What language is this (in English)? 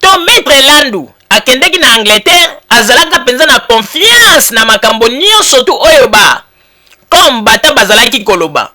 Lingala